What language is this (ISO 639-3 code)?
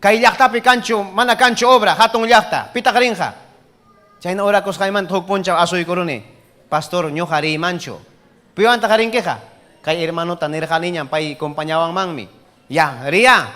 quy